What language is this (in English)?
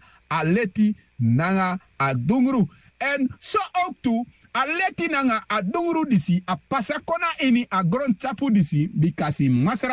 Sranan Tongo